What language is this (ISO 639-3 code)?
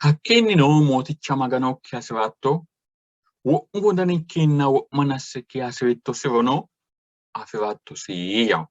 sid